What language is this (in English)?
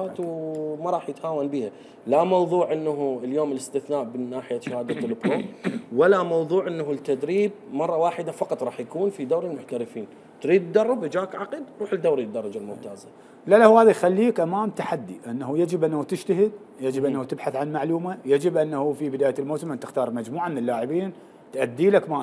Mesopotamian Arabic